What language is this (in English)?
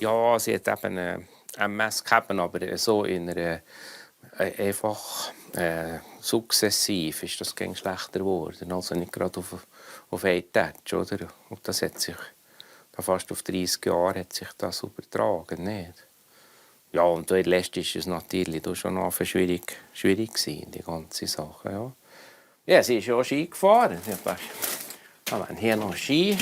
Swiss German